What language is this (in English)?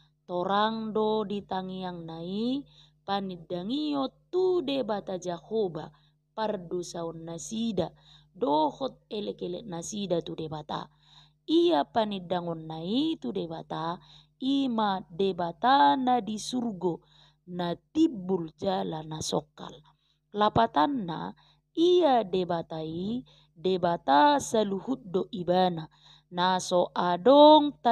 Batak Toba